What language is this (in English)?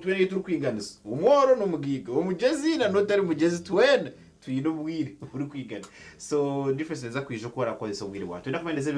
Nyankole